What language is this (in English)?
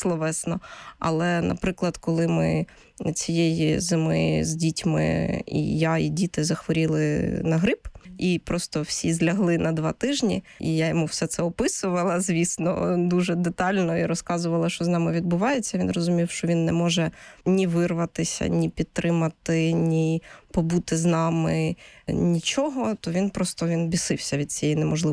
Ukrainian